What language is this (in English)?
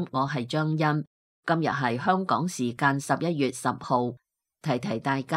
Cantonese